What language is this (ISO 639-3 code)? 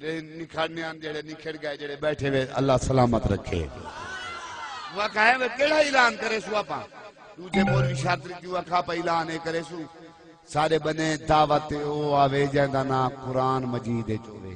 skr